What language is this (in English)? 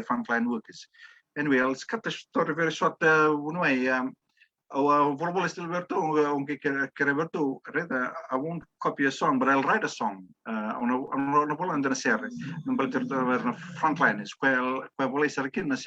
Fijian